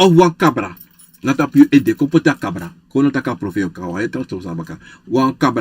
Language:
Sranan Tongo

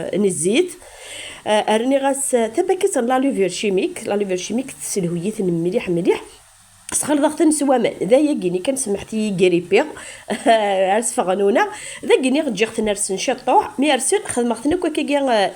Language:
Kabyle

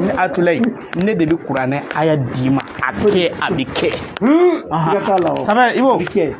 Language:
Bambara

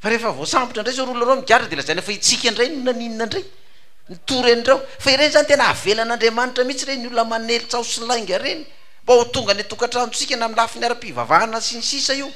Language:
Malagasy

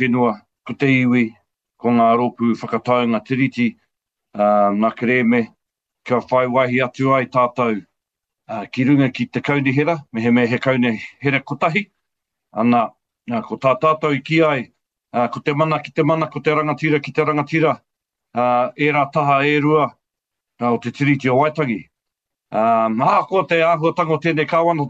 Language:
Māori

